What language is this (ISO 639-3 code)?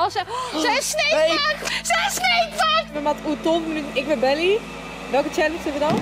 fry